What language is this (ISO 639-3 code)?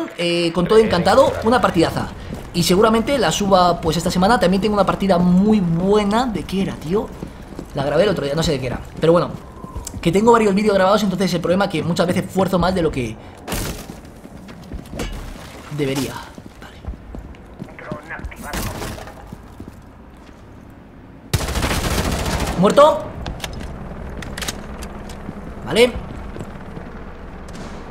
spa